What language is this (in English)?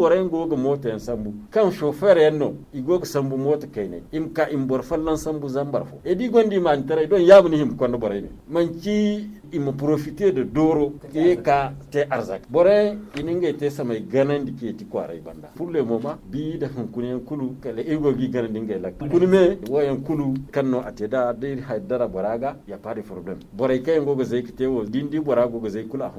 Zarma